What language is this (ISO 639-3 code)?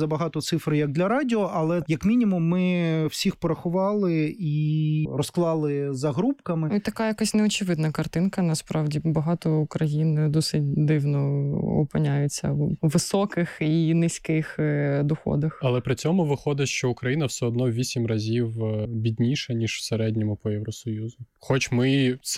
ukr